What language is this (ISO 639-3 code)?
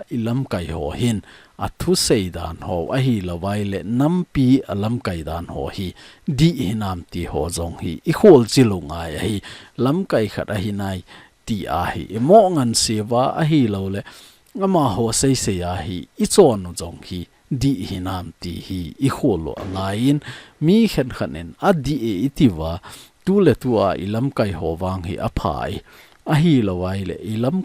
tcz